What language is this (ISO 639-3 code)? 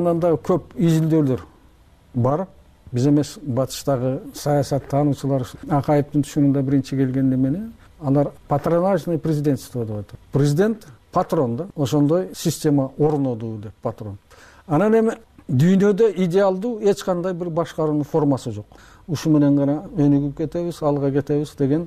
kir